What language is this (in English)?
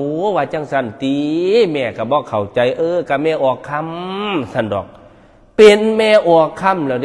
Northeastern Thai